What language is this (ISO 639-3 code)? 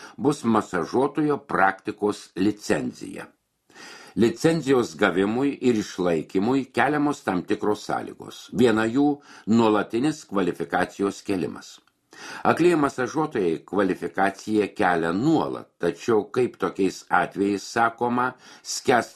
lit